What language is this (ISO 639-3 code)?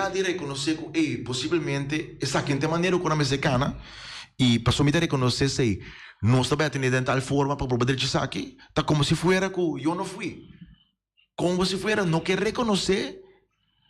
pap